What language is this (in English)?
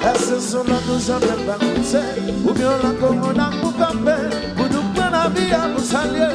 Haitian Creole